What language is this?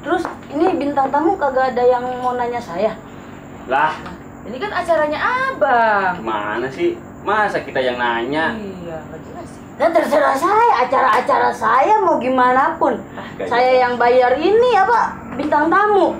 Betawi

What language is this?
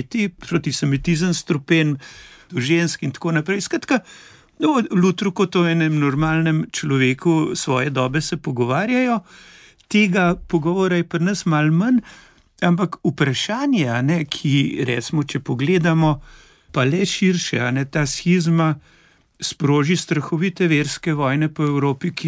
Slovenian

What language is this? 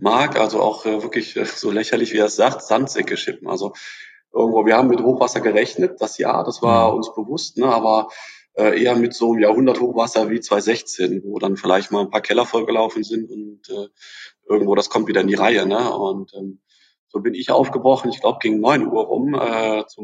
German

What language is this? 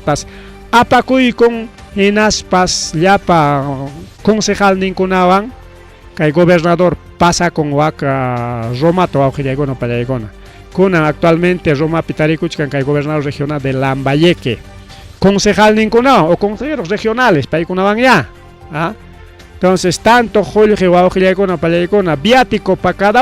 Ayacucho Quechua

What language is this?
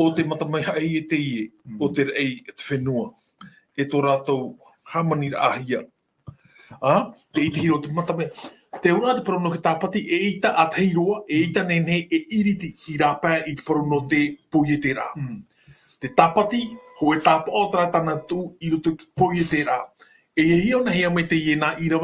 Tahitian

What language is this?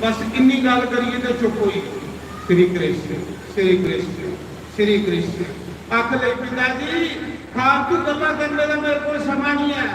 Dogri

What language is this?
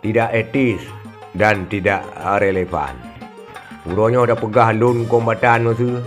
Achinese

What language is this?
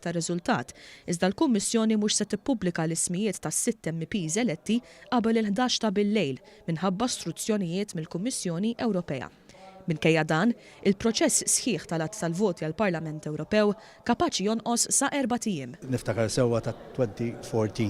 Maltese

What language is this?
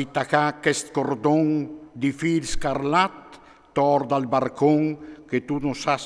Friulian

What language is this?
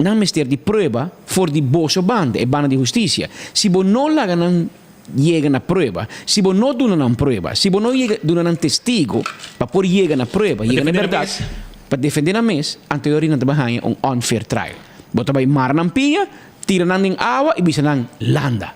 Papiamento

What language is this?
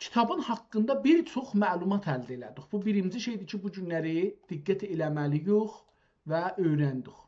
South Azerbaijani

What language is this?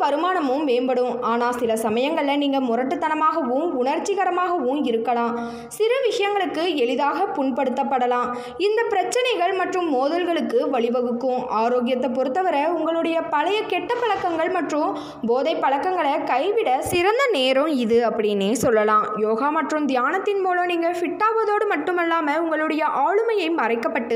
Tamil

